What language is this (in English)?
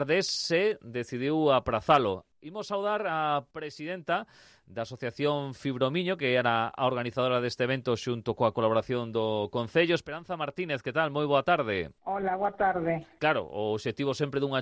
Galician